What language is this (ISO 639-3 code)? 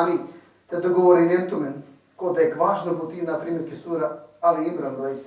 rmn